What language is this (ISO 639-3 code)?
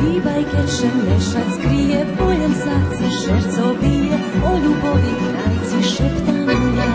rue